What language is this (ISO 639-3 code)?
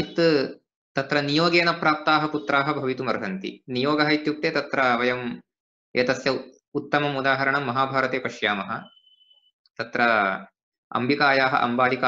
san